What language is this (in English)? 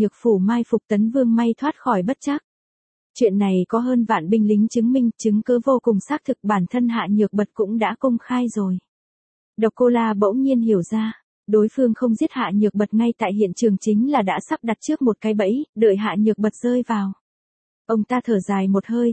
Vietnamese